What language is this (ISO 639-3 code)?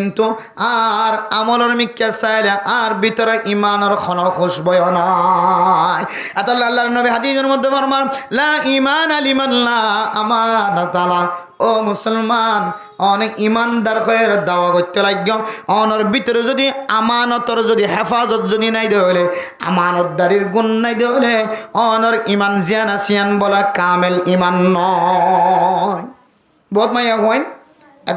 rhg